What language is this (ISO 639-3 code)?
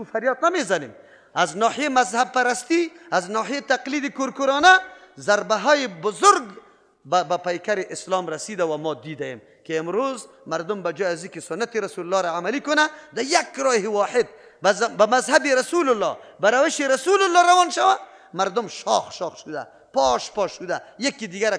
fas